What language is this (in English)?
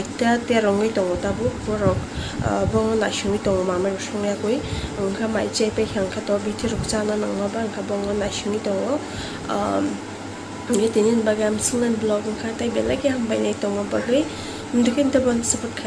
Kok Borok